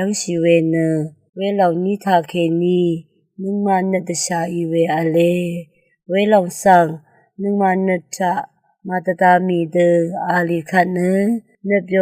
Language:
Rawang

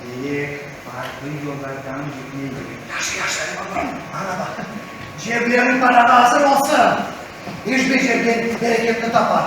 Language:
Crimean Tatar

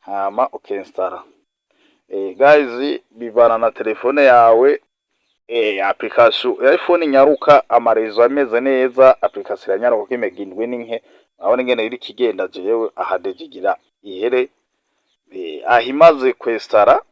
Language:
Rundi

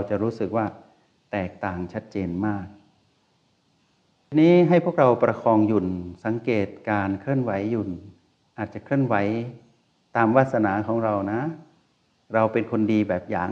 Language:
Thai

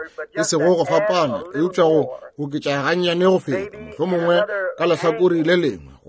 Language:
Northern Sotho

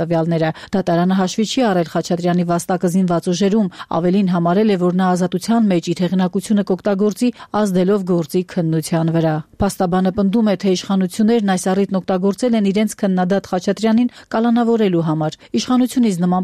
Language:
Armenian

